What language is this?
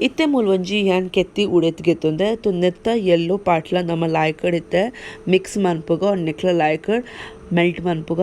Tulu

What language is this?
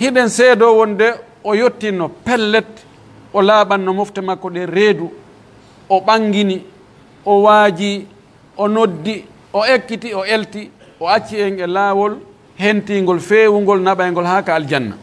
Pular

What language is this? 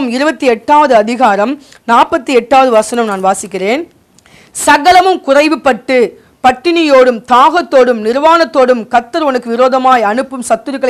Tamil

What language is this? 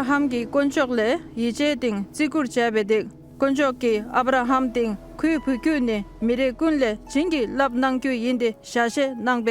Dolpo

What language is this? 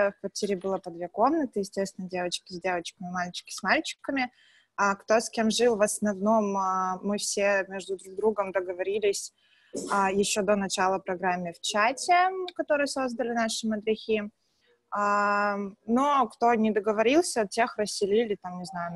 Russian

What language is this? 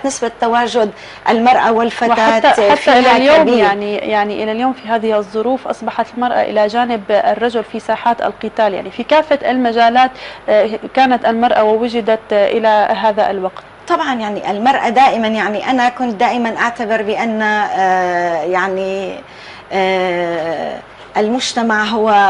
North Levantine Arabic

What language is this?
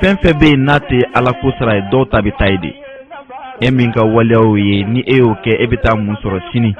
Bambara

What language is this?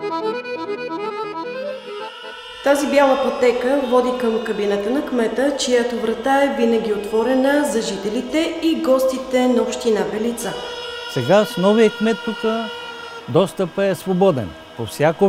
Bulgarian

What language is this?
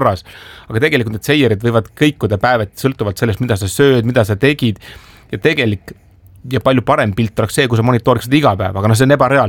Estonian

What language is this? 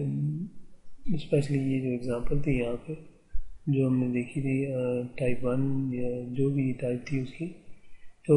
Urdu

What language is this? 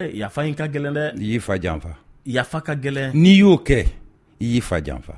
Bambara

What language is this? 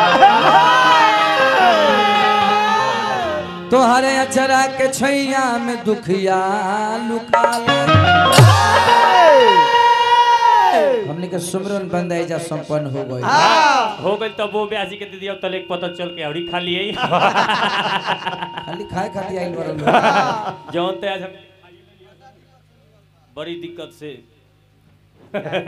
Bhojpuri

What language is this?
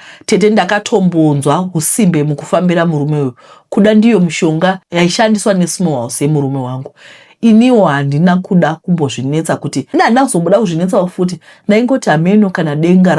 Shona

